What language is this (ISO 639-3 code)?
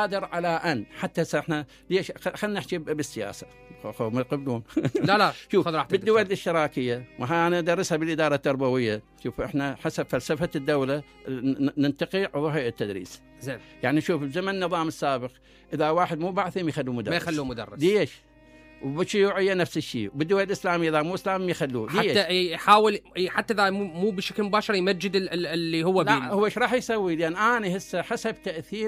acm